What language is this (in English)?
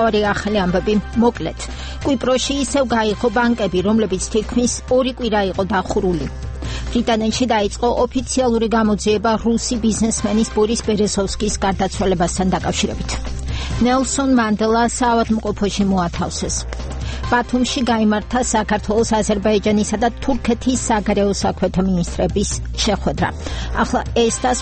Georgian